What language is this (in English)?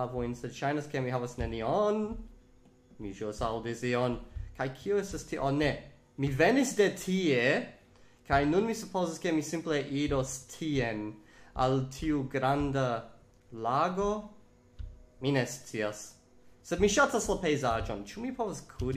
Esperanto